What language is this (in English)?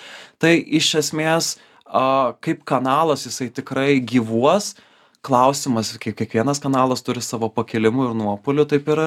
Lithuanian